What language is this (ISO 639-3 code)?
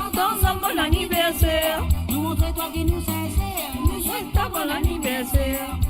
mfe